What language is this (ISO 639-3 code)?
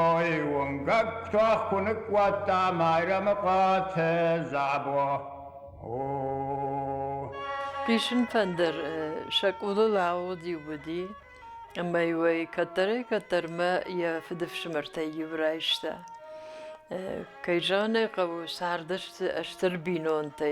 oss